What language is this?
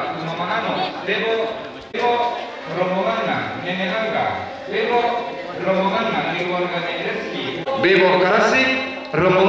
Toraja-Sa'dan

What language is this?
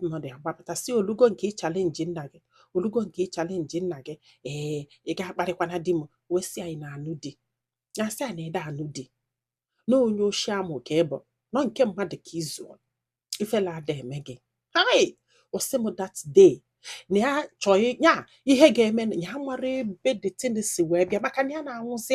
Igbo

